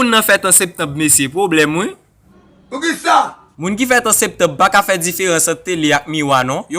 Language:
Haitian Creole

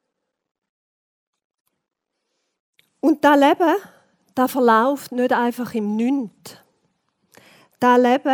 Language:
German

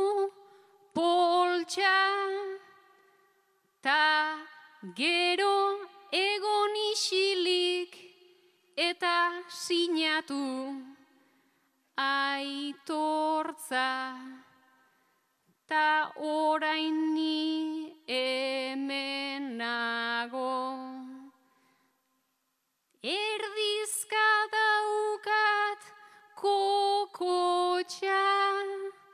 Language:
Basque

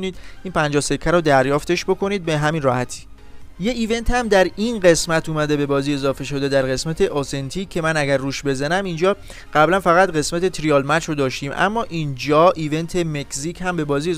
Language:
Persian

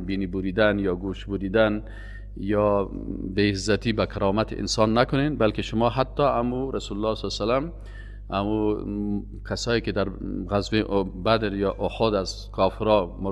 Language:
Persian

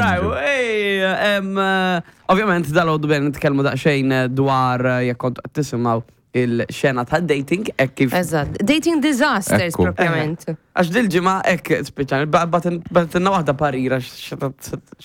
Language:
Maltese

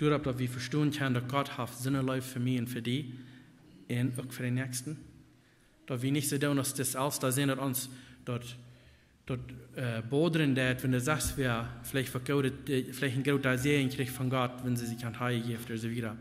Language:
Plautdietsch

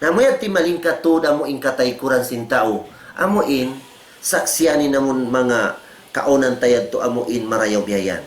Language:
Tausug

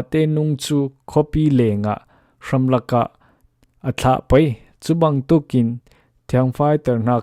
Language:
Falam Chin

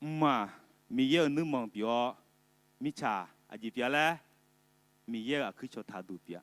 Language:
Akha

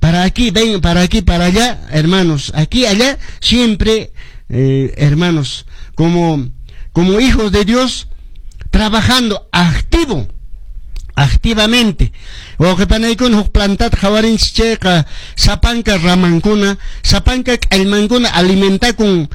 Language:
Quechua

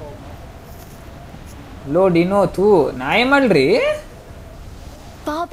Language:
Kannada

